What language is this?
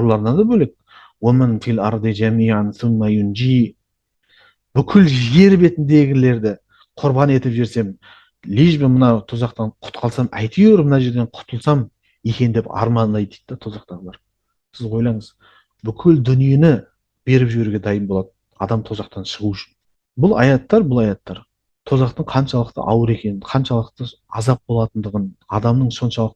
Kazakh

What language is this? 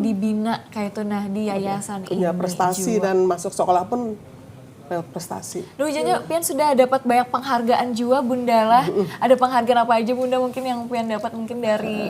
Banjar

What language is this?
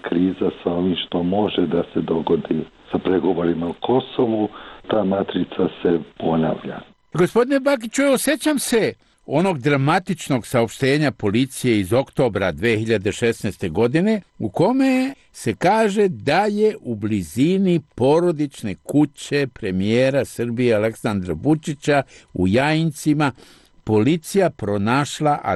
Serbian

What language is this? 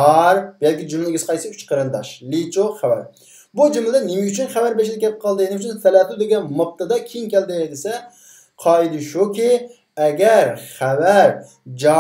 Uyghur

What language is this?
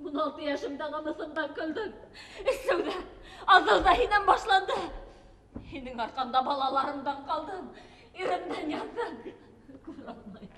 Bashkir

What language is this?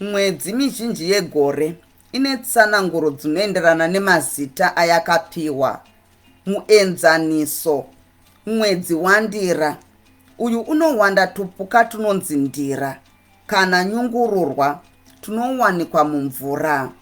Shona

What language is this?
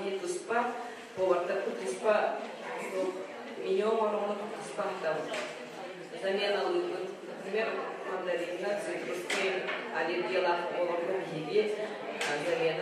Yakut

